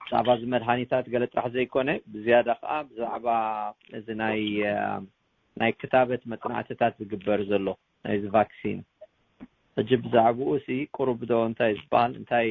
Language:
Tigrinya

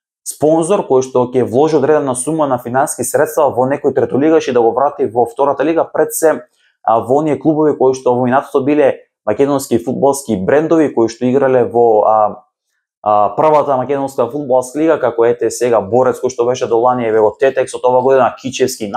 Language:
Macedonian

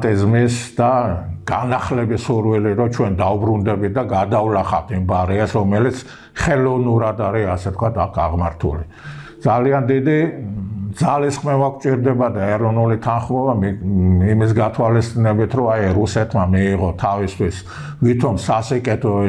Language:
Georgian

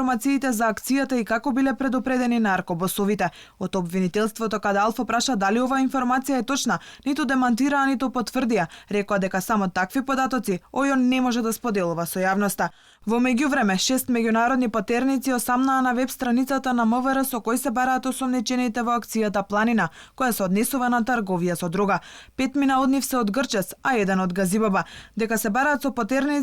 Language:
Macedonian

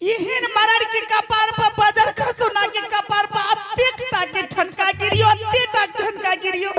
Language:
Angika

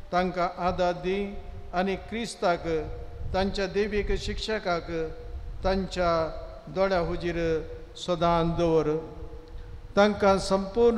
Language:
Konkani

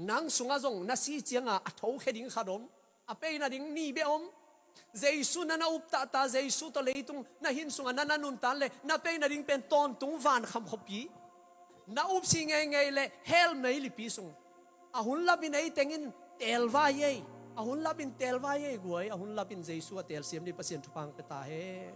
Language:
Tedim Chin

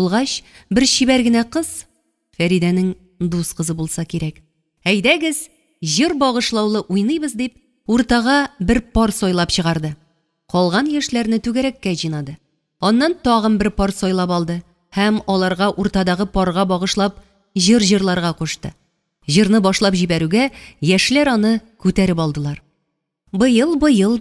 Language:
Tatar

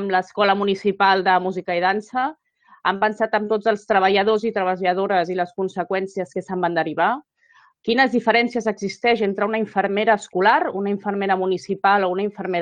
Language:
Catalan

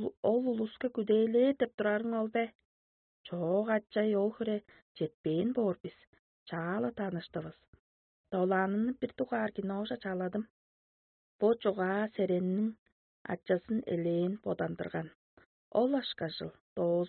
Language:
Tuvinian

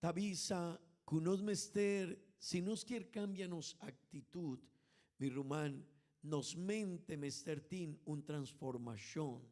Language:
Papiamento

